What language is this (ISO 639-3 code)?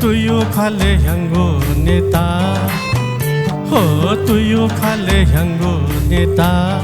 new